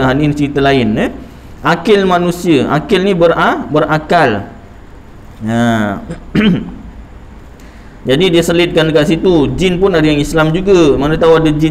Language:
Malay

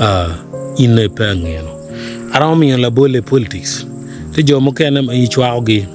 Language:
Acoli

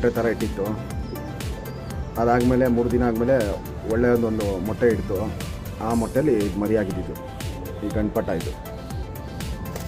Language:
Kannada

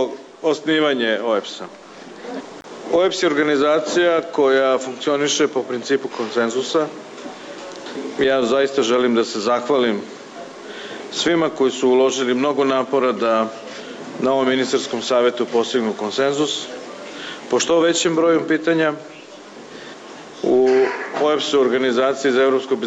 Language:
Serbian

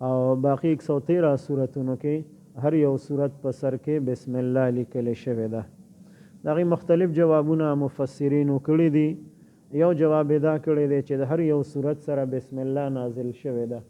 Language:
Pashto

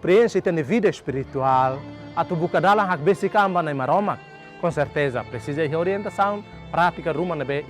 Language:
Tetum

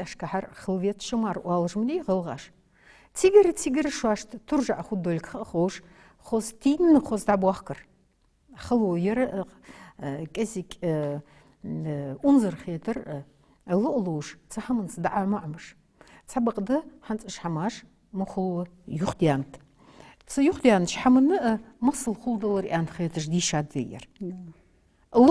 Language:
Ingush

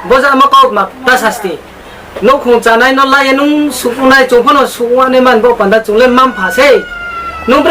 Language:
Riang (India)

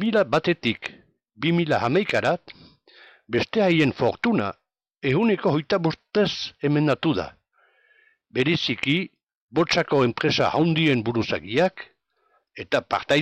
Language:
Basque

